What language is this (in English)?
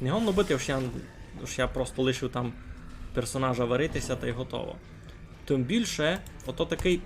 Rusyn